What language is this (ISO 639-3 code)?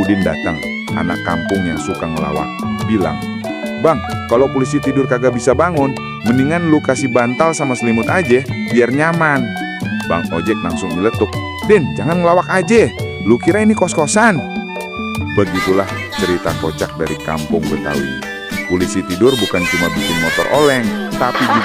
bew